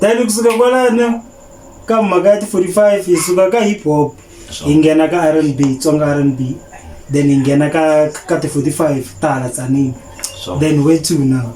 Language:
Tsonga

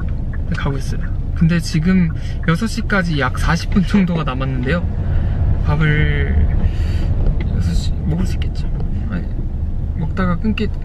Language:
Korean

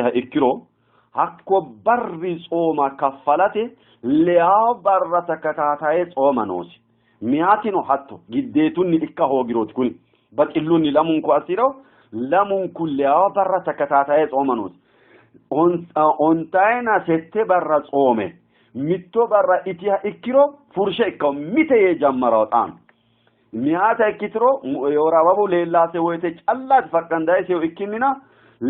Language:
Sidamo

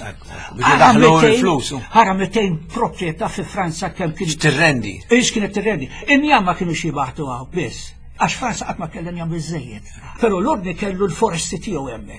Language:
Maltese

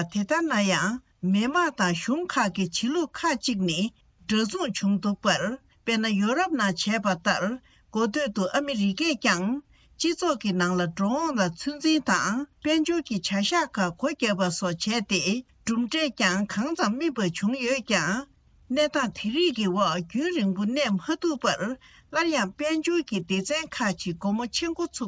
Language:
Tibetan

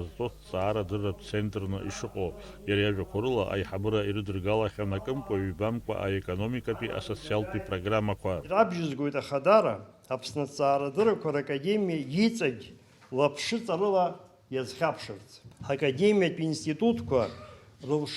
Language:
Abkhazian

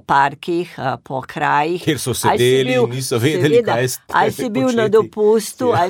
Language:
Slovenian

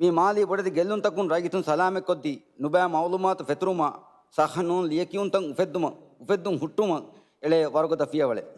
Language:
Divehi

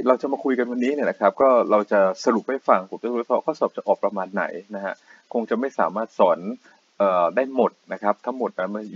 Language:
Thai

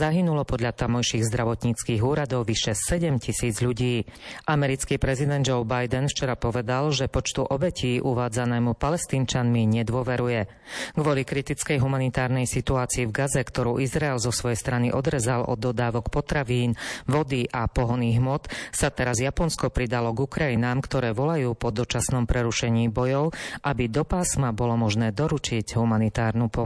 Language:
Slovak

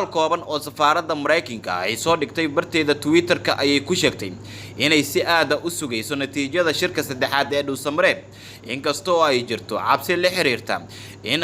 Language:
Somali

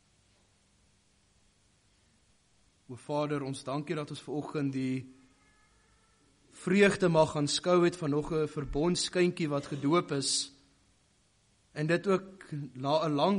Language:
Afrikaans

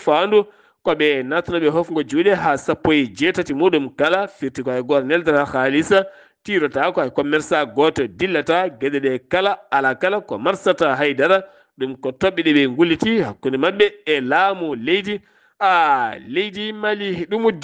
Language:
Fula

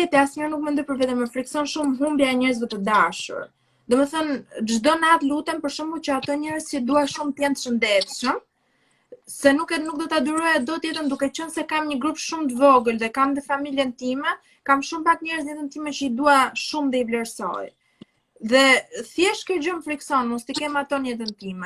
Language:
Albanian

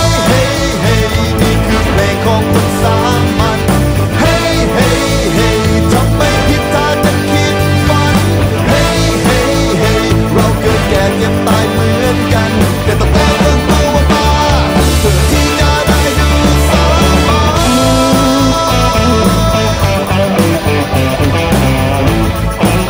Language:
Thai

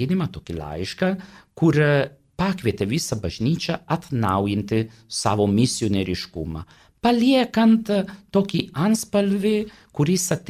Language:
Lithuanian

